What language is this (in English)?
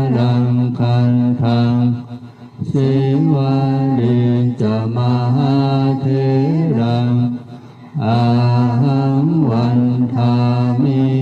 Pali